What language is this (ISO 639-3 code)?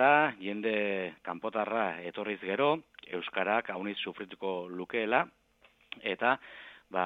eus